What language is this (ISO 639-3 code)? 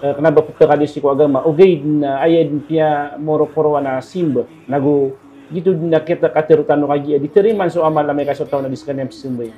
mrw